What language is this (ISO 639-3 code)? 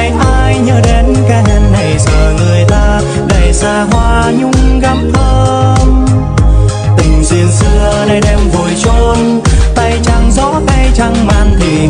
vie